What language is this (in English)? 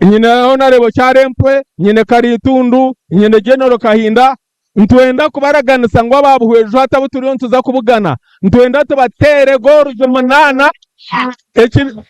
Nyankole